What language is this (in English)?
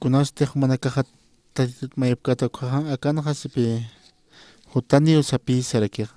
Aymara